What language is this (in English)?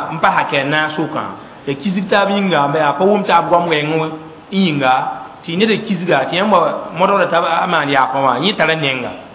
Mossi